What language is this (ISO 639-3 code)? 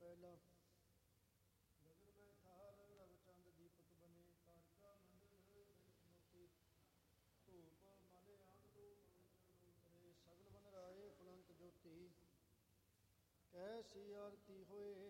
pan